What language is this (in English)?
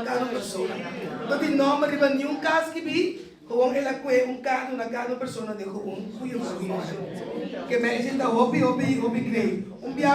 Papiamento